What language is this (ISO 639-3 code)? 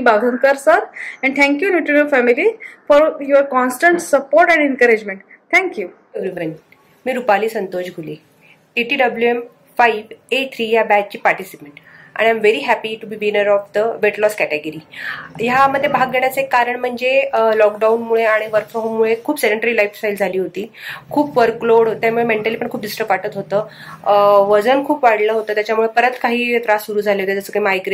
mar